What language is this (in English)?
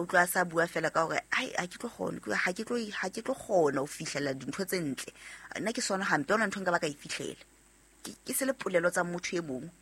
Southern Sotho